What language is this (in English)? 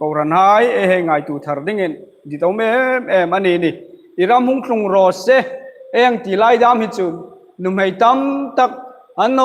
Hmar